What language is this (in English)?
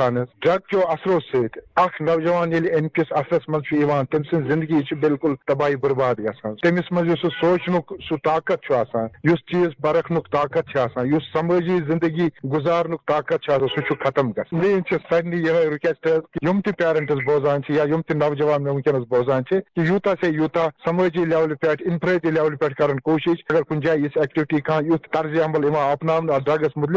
Kashmiri